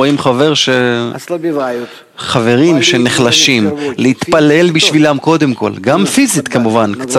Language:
Hebrew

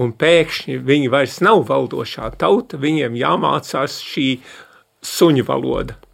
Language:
Latvian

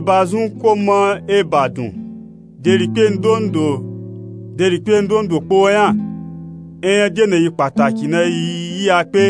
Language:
Nupe-Nupe-Tako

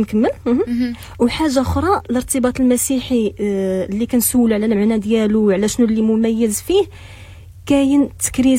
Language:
Moroccan Arabic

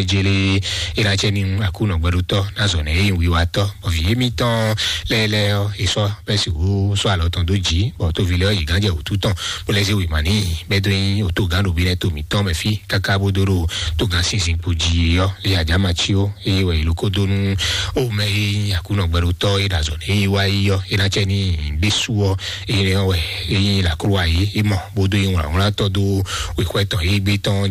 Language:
Fon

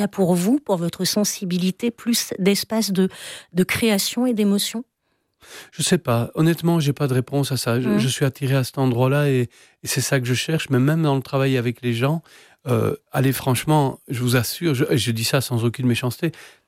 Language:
French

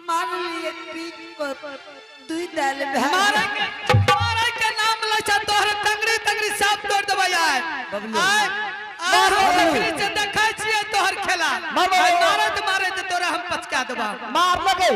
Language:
Angika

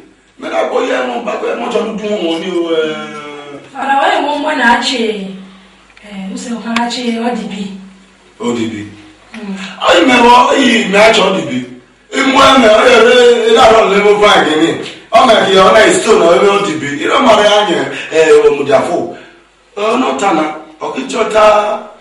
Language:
Esan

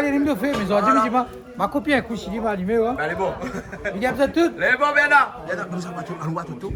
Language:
Réunion Creole French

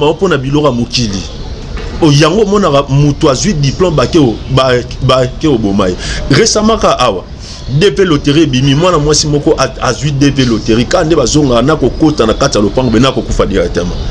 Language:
Lingala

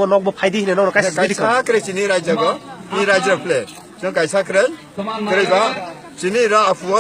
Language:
Kok Borok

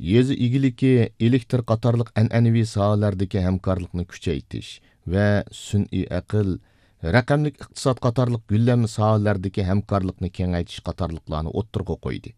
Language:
Uyghur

